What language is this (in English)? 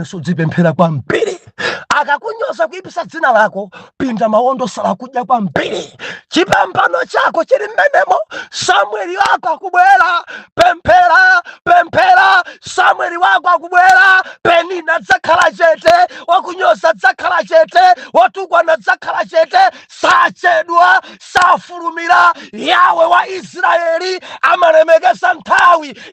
Nyanja